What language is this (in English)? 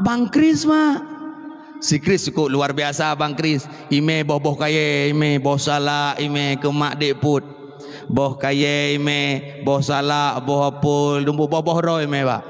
Achinese